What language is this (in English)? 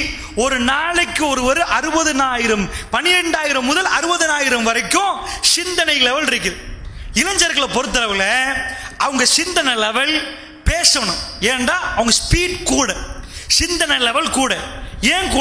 Tamil